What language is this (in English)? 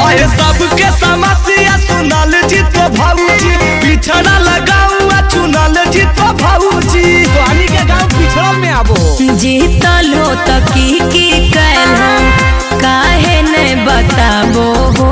Magahi